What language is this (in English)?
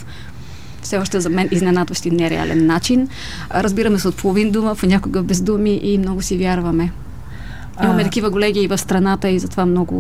Bulgarian